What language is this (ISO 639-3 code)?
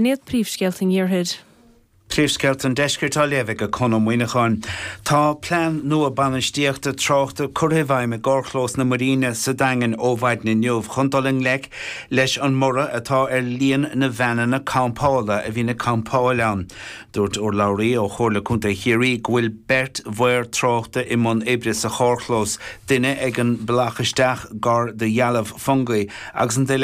gle